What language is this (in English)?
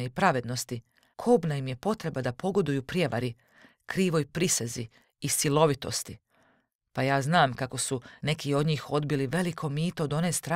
Croatian